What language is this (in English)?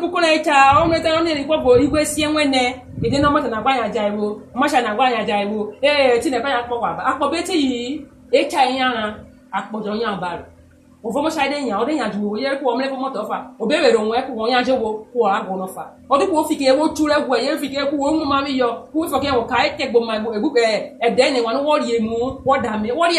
Urhobo